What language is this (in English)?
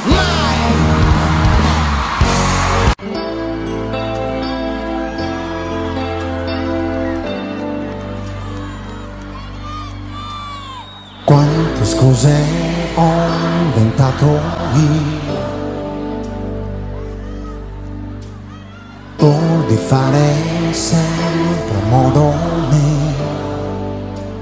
Italian